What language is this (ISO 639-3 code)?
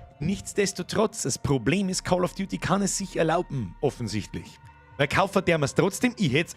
bar